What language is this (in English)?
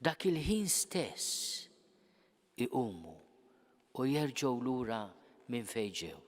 Maltese